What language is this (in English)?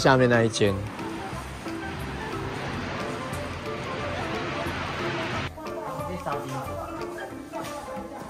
Chinese